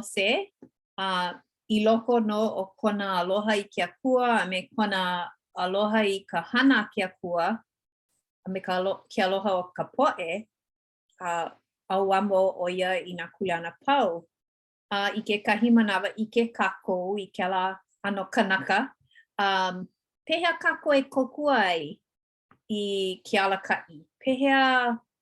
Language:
Hawaiian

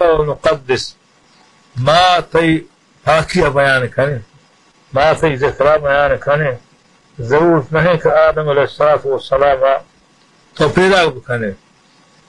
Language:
Baluchi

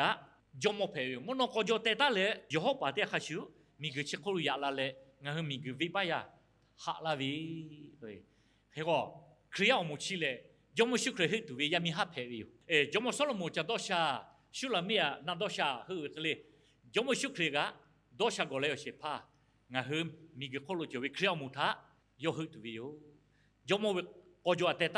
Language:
Lahu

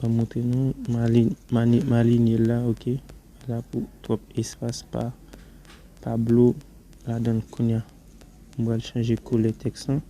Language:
Haitian Creole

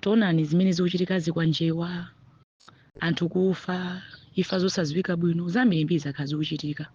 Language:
Nyanja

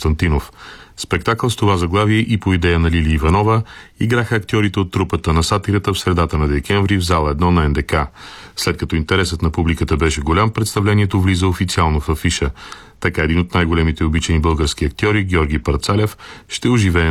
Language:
Bulgarian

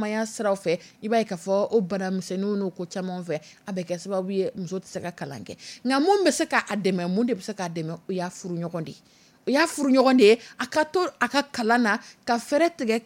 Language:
Dyula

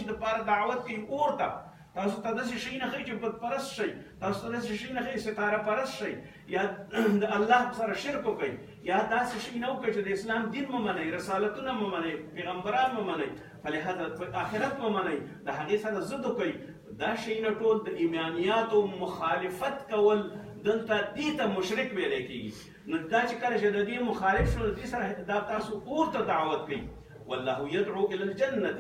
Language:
Pashto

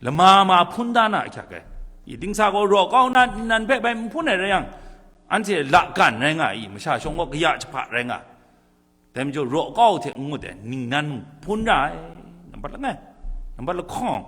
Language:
Kachin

